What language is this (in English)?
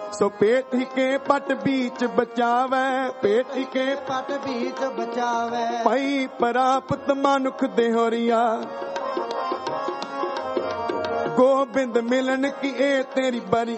Punjabi